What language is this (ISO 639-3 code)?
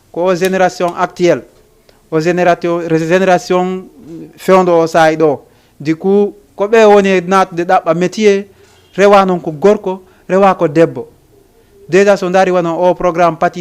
ful